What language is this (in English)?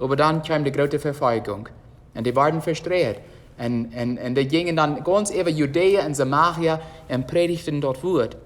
Plautdietsch